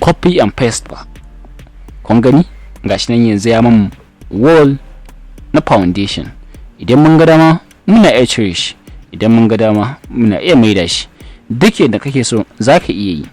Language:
Hausa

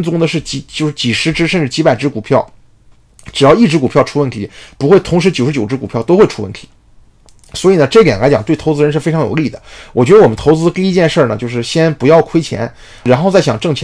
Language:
Chinese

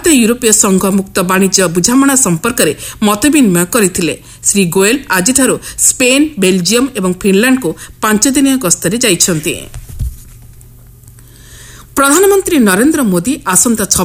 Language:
Odia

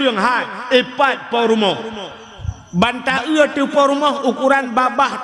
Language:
Achinese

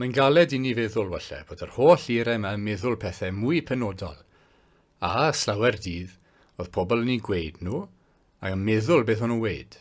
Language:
Welsh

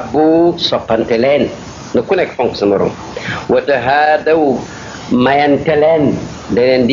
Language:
Wolof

